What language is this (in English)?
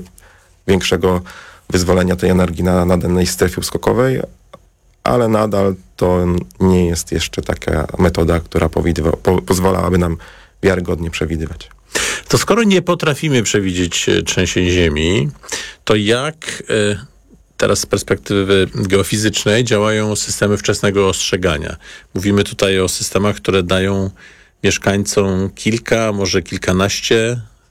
Polish